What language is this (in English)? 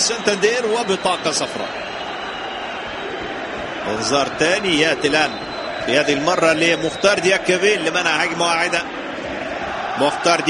Arabic